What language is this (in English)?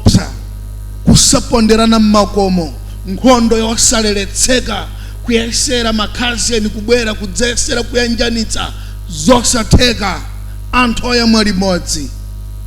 Nyanja